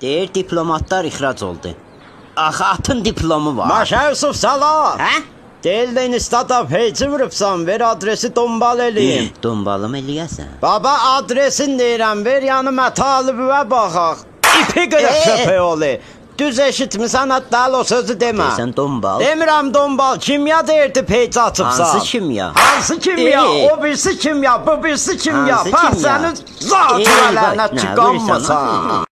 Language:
South Azerbaijani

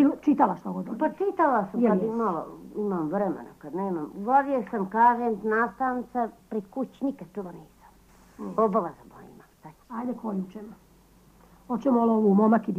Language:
Serbian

